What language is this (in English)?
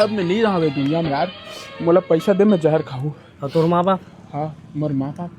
Chhattisgarhi